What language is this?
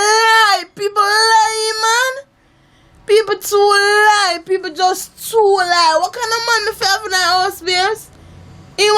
Jamaican Creole English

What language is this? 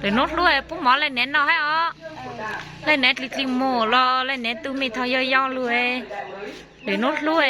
Hmong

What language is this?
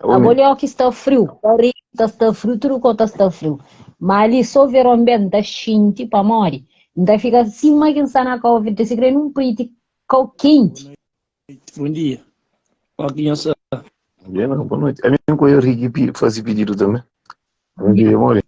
Kabuverdianu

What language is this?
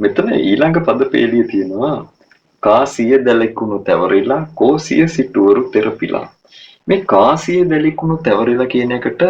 Sinhala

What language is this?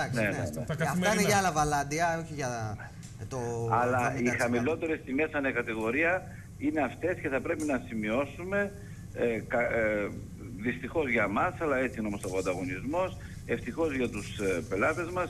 Greek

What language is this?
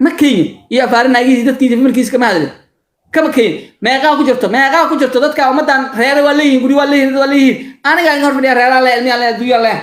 Somali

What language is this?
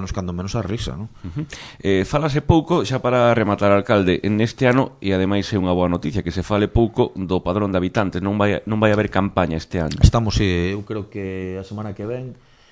Galician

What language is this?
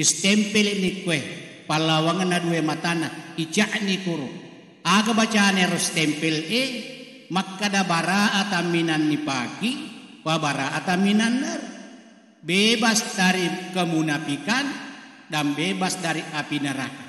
Buginese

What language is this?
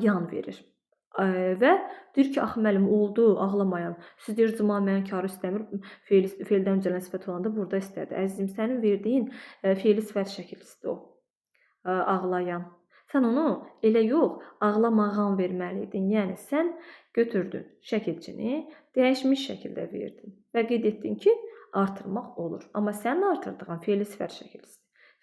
Azerbaijani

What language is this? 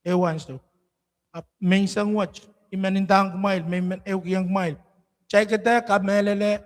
Pohnpeian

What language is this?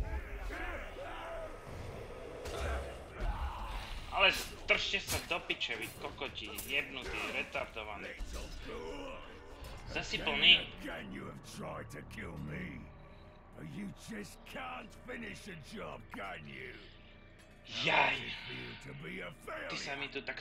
Slovak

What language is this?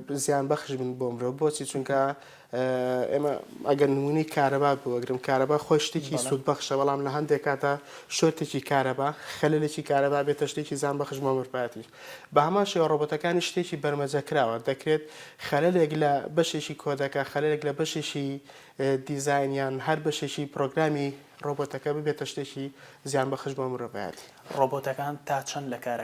Central Kurdish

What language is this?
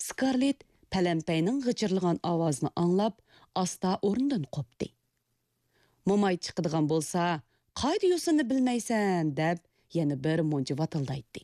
Uyghur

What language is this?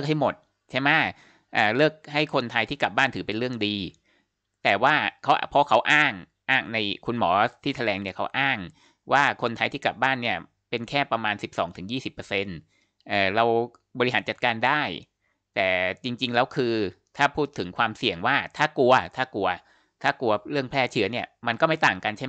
Thai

